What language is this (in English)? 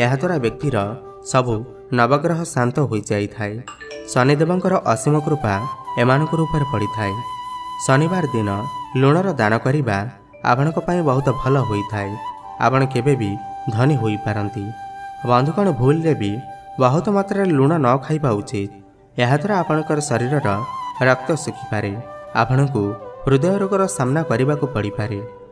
Odia